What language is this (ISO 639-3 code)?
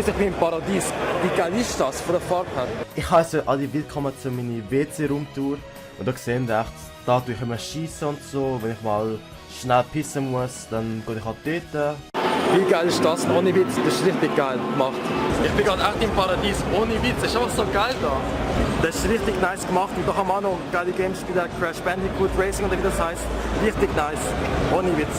gsw